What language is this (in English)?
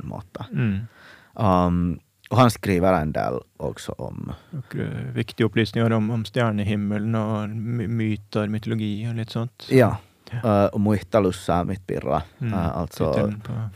Norwegian